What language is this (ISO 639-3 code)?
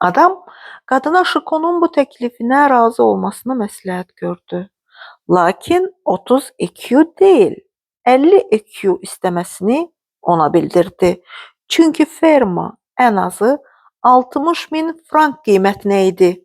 aze